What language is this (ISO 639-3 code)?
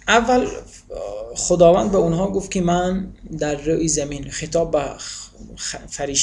tgk